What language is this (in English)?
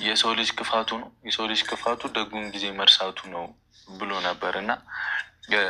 Amharic